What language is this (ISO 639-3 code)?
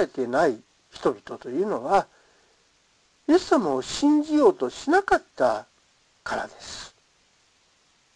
jpn